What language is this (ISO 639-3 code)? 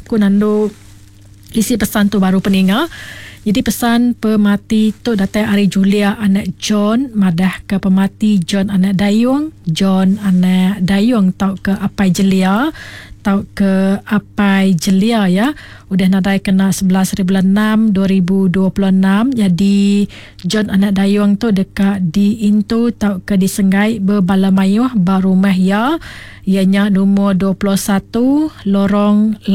iba